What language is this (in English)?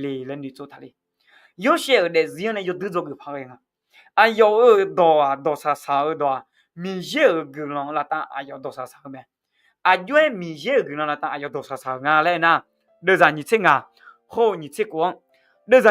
Akha